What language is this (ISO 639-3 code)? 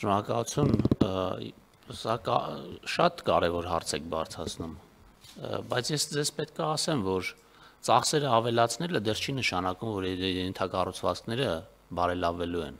hye